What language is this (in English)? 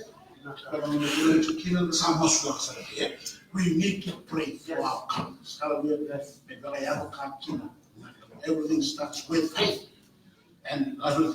Fijian